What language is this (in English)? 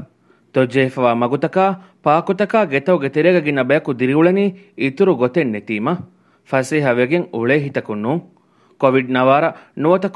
Divehi